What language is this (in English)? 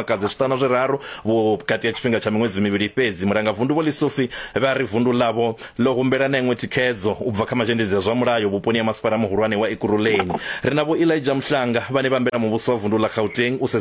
Venda